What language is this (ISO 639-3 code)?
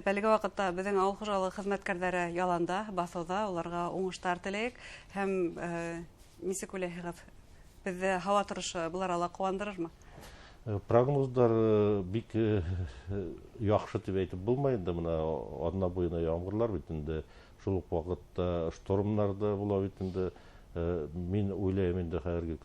bak